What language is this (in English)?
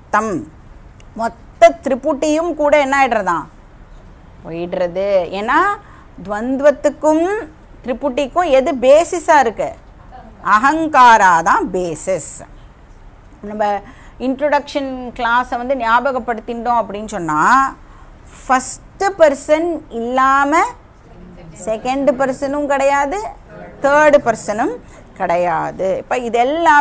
Tamil